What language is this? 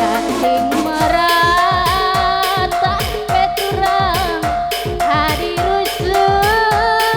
Batak Karo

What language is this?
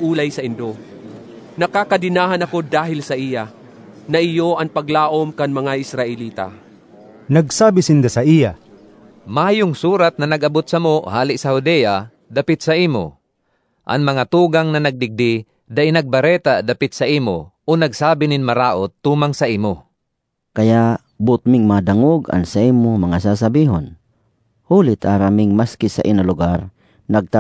Bikol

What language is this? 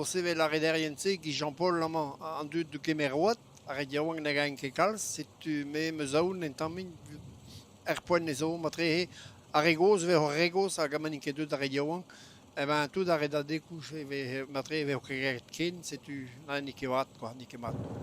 Breton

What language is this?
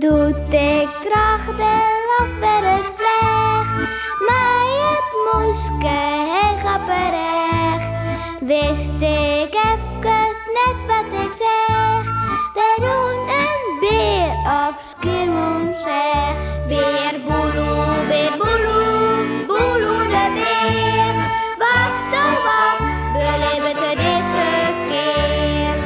Western Frisian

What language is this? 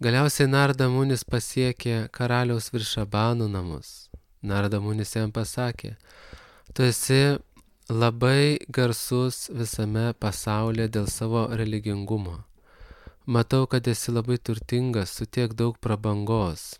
Lithuanian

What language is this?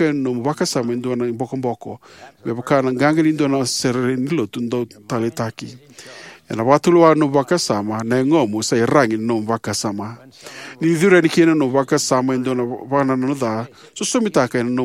Fijian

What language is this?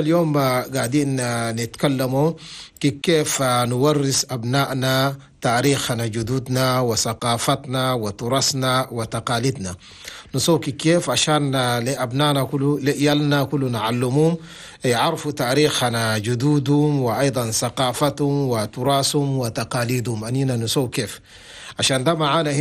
Chadian Arabic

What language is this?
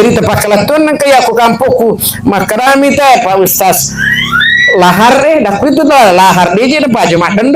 Buginese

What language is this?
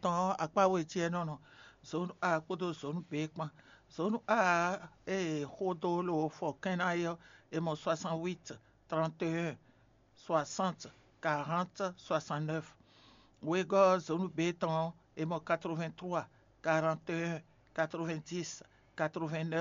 Fon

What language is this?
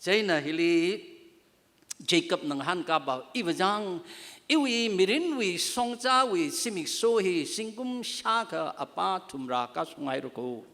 Tangkhul Naga (India)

